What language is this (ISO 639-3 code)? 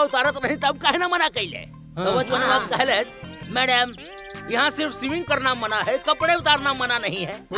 bho